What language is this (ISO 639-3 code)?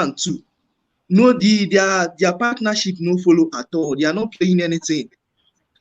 pcm